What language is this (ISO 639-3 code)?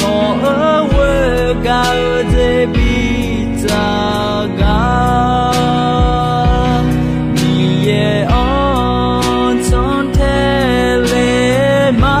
ahk